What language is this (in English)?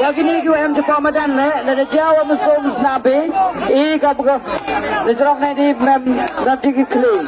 Khasi